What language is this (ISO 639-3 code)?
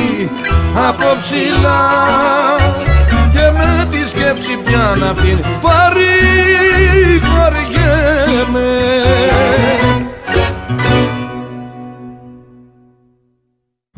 ell